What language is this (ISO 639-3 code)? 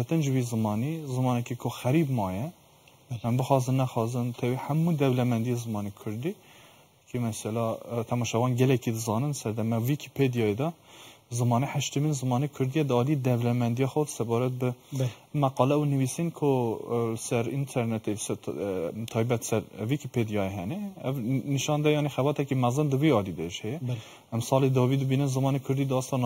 kur